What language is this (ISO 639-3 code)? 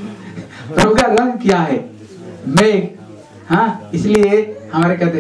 hin